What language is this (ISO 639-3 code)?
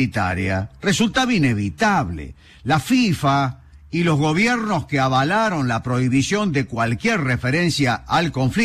spa